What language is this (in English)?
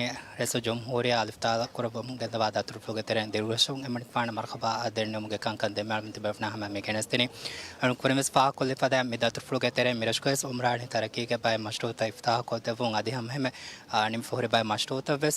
Divehi